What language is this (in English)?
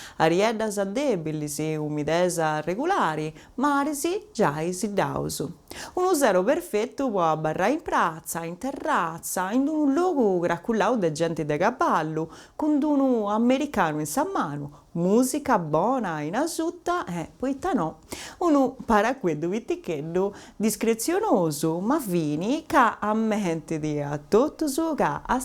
Sardinian